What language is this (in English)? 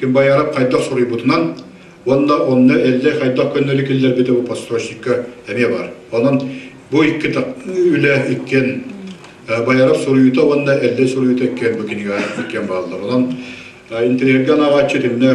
Yakut